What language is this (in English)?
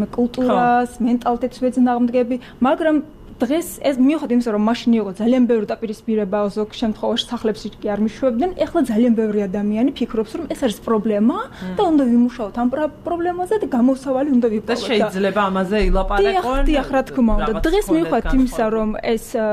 Georgian